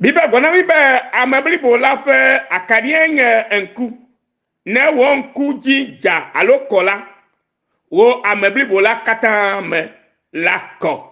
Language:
Ewe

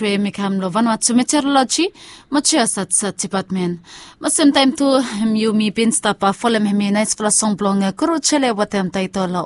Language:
Bislama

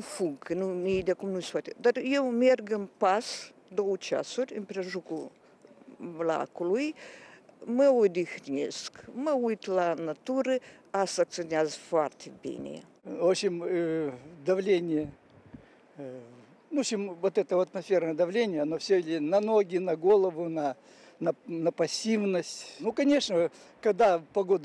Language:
Romanian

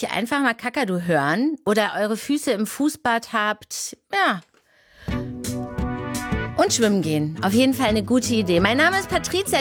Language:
German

